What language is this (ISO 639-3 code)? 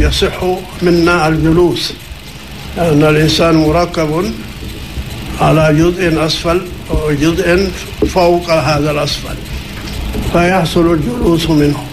ara